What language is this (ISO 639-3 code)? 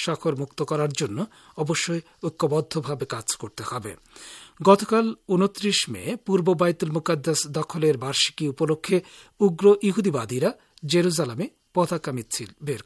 ben